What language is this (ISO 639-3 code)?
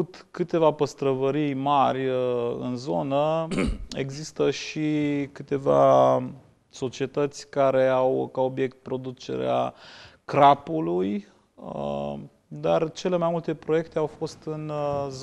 ron